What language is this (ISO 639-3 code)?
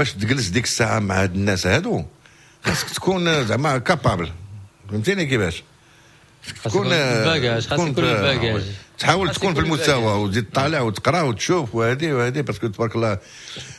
ary